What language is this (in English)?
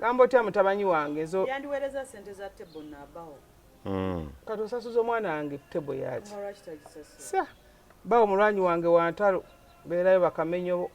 Ganda